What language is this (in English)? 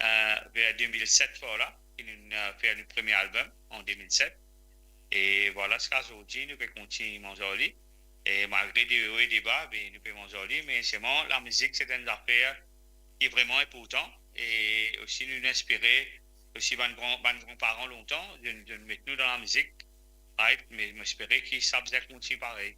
Morisyen